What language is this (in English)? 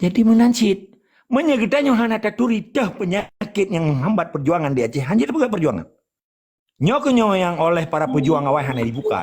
Achinese